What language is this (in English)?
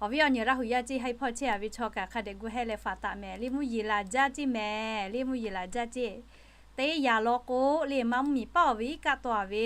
Lahu